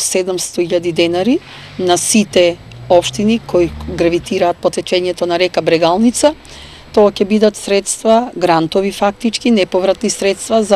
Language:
Macedonian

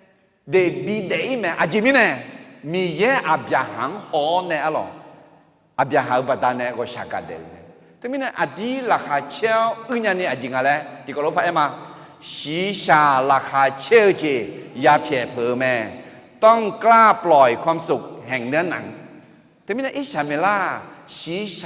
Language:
Akha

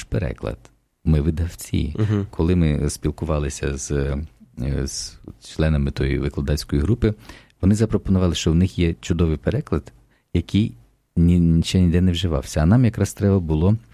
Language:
Ukrainian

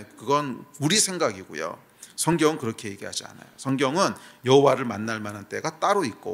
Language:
Korean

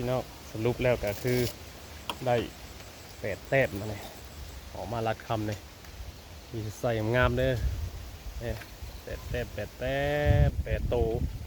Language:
Northeastern Thai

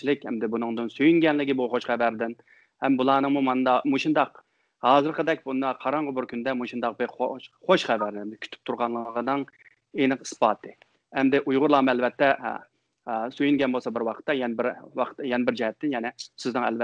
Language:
Uyghur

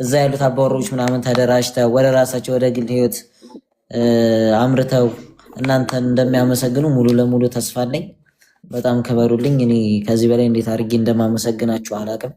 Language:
Amharic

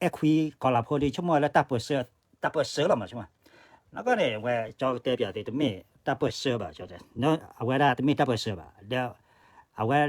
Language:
S'gaw Karen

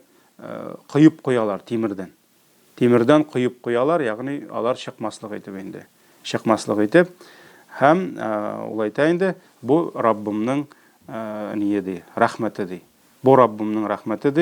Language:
Tatar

